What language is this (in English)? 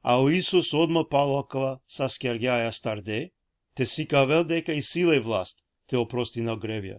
Balkan Romani